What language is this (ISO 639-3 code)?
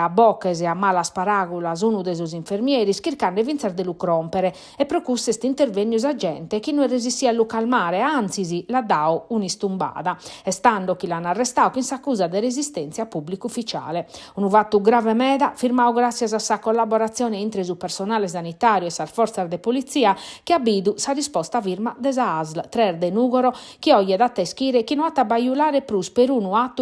srd